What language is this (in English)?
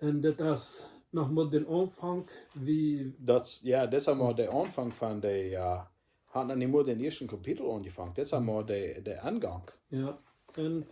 Plautdietsch